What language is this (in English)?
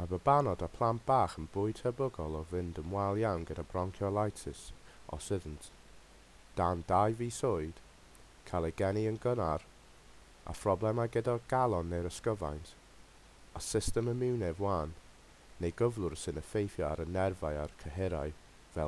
Welsh